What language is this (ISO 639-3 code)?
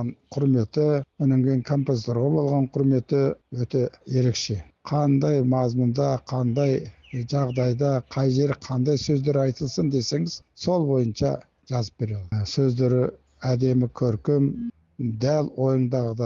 kaz